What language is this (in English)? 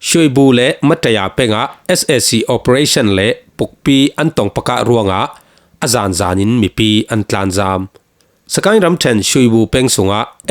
Falam Chin